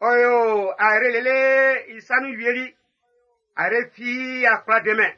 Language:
Baoulé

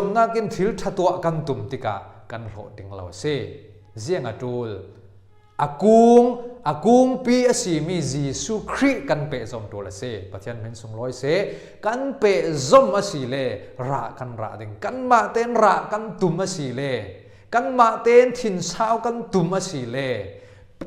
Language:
Falam Chin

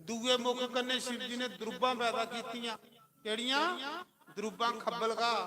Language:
Dogri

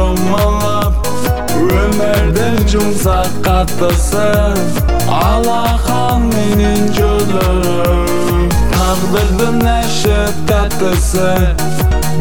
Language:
Kazakh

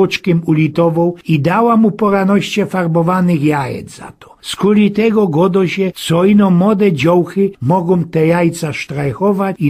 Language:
Silesian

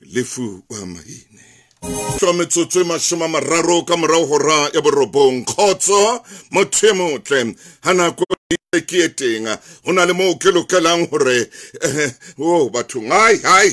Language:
Southern Sotho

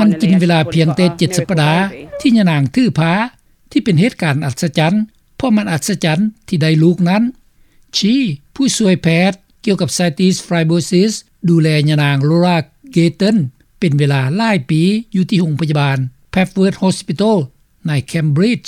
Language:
Lao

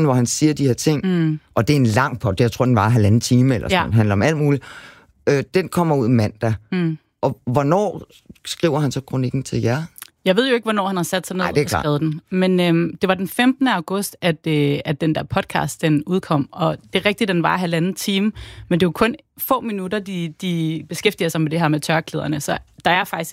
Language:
Danish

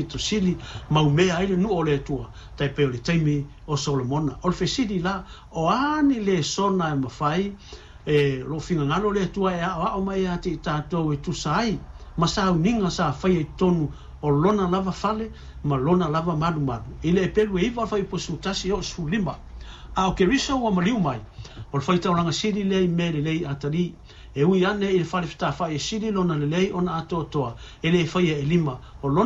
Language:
Samoan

